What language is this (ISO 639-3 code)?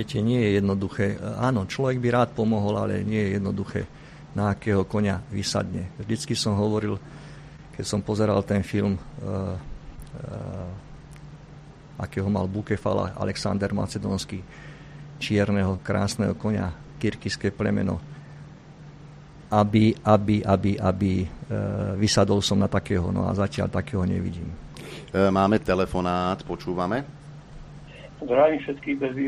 slk